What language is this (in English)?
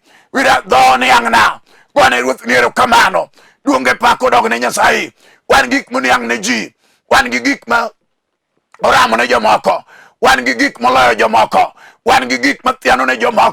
Luo (Kenya and Tanzania)